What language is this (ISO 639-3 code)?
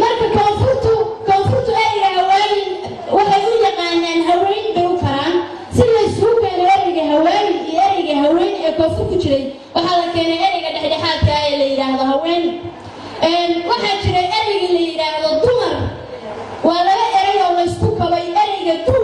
som